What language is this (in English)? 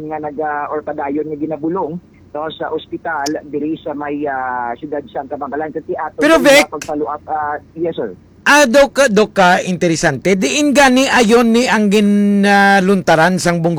Hiligaynon